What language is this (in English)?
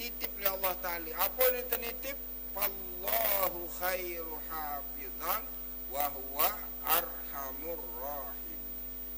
Sasak